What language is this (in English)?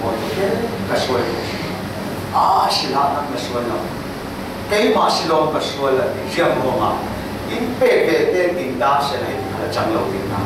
Falam Chin